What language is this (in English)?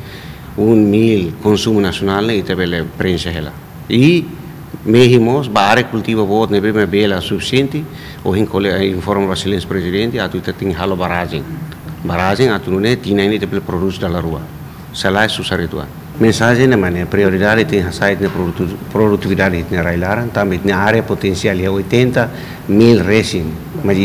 Tetum